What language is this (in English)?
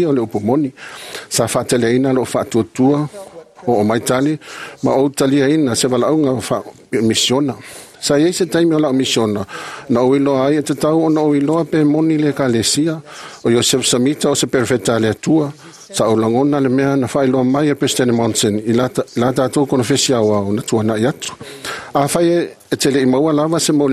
Samoan